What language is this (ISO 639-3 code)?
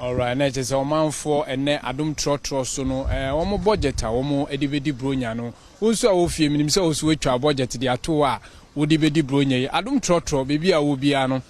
aka